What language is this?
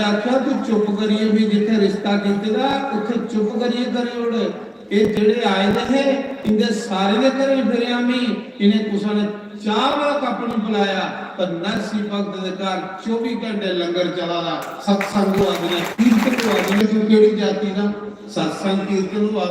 Dogri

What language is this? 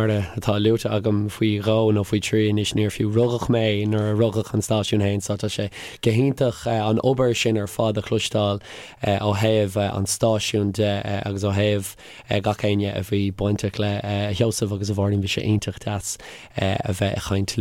Irish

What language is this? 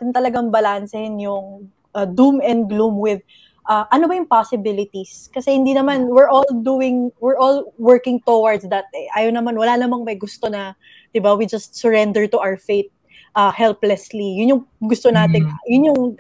Filipino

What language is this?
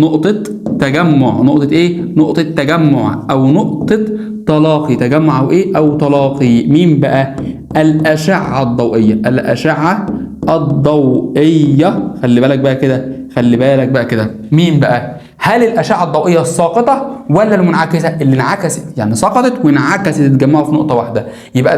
Egyptian Arabic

